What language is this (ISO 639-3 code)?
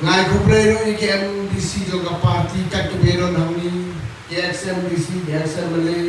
kha